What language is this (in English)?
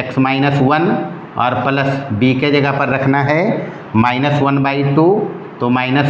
Hindi